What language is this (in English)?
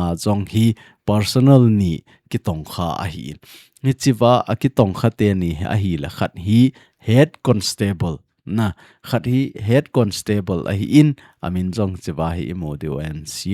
Thado Chin